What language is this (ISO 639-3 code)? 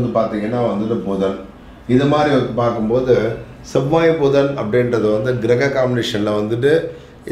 tam